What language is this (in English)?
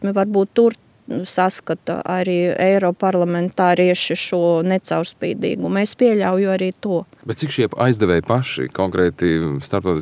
Latvian